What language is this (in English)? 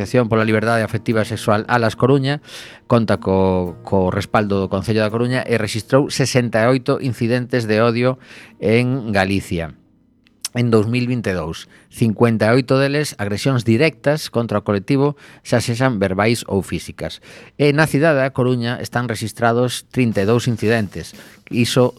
Galician